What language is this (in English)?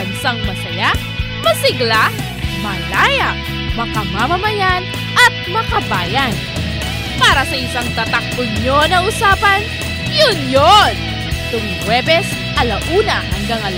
Filipino